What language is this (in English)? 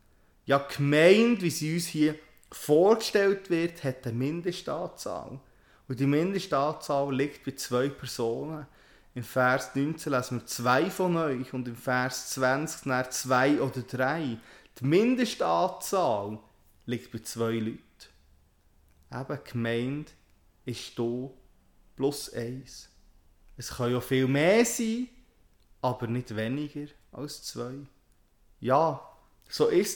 German